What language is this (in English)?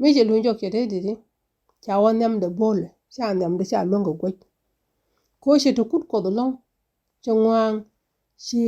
Nuer